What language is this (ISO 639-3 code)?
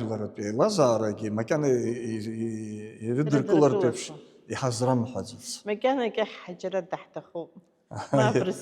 abk